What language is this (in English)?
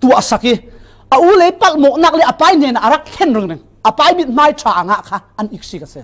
Falam Chin